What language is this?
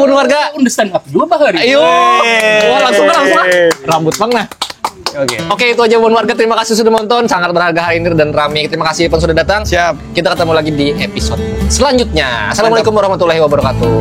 Banjar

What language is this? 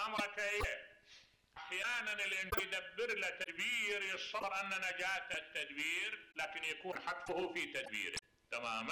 Mesopotamian Arabic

